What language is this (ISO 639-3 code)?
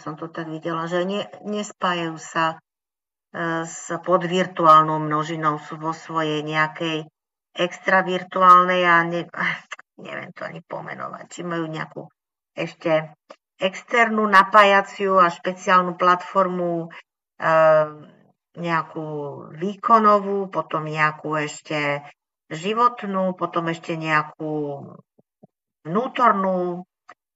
slk